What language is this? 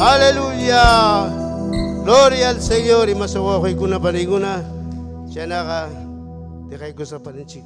Ayacucho Quechua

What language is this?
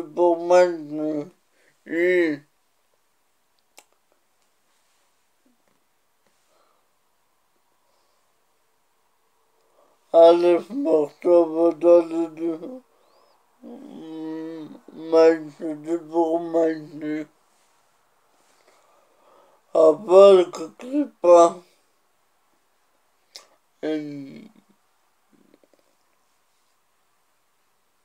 Hebrew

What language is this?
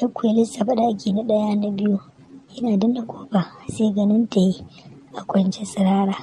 Hausa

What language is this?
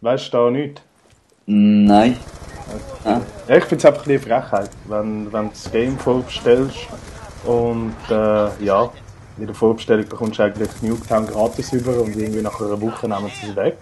Swiss German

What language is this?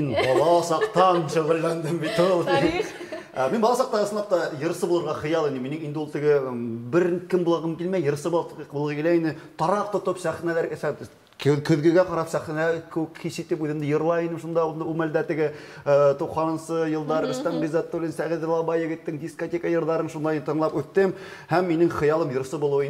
Bashkir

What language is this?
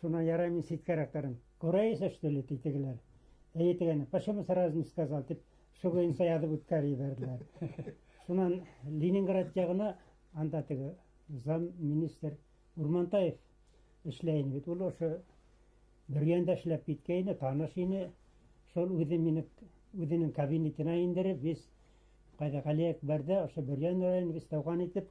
Bashkir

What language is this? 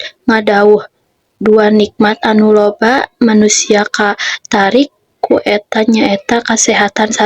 Sundanese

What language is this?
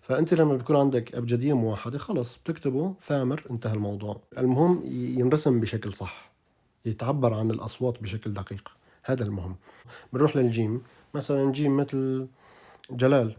North Levantine Arabic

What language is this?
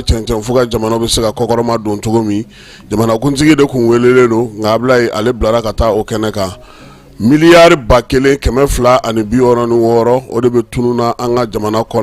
Bambara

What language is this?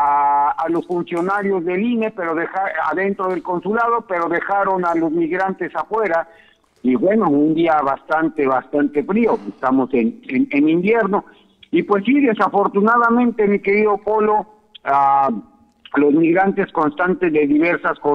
Spanish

